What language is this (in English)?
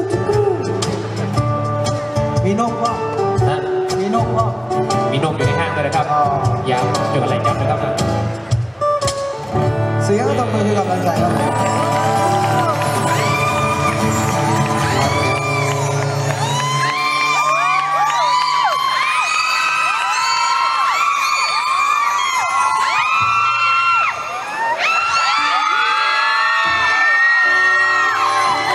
Thai